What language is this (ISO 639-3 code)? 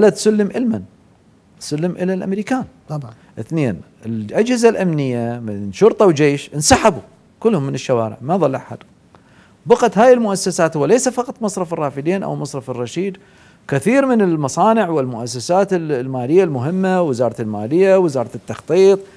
acm